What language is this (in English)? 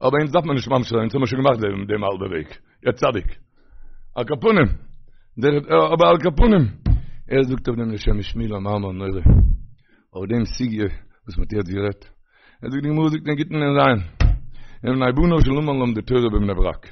Yiddish